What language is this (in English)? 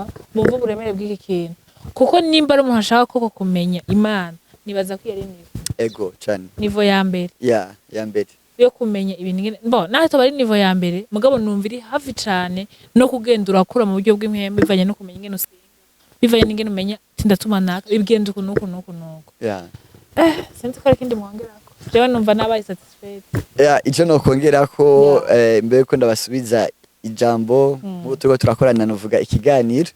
Rundi